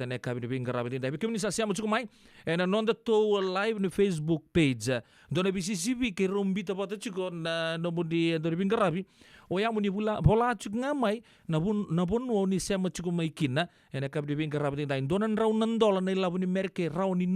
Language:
Fijian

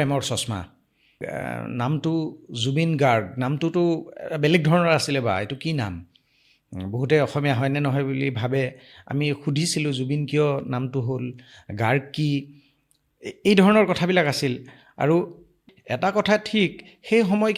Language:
Assamese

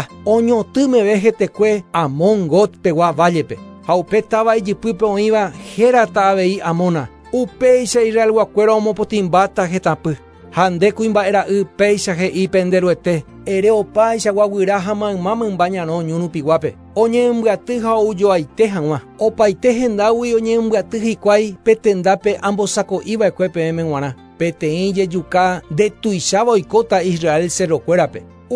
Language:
Guarani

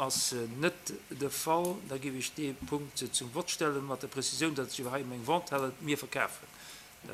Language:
Luxembourgish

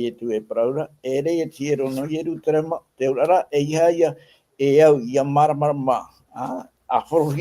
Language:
Tahitian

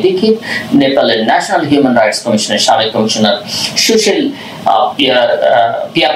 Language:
Bangla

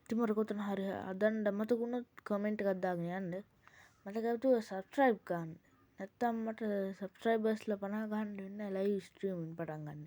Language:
Sinhala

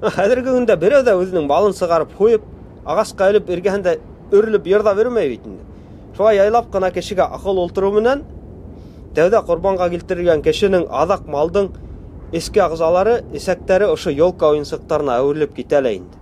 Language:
Bashkir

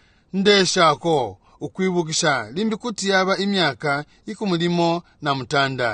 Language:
Bemba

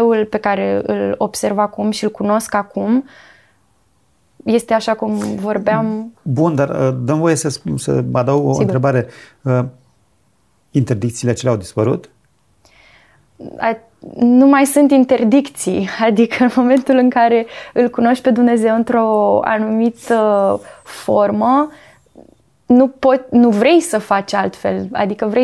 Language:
Romanian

